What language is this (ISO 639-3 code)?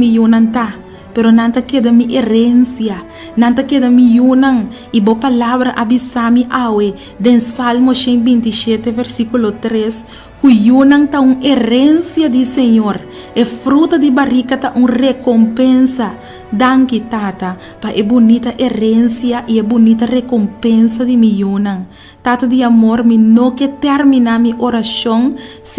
pap